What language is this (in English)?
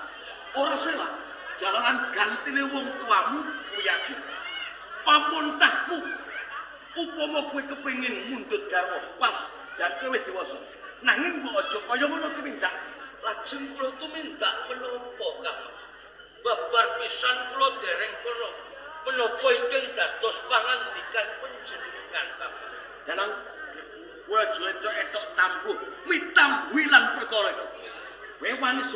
Javanese